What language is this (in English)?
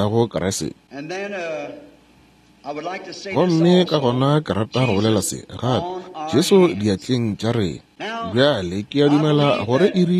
Northern Sotho